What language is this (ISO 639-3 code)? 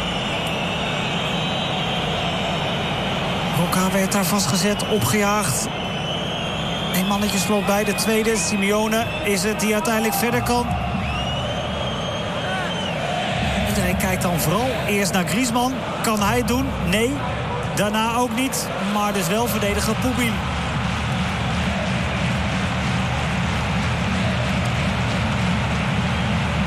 nld